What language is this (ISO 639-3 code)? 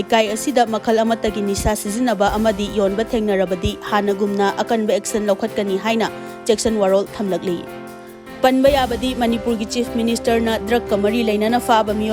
mni